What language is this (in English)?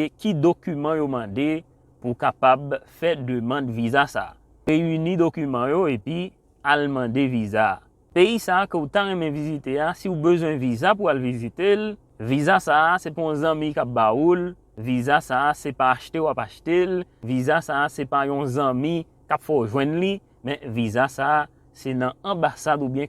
Haitian Creole